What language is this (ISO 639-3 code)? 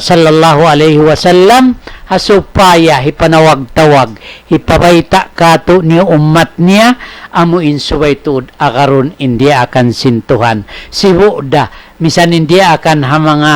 tsg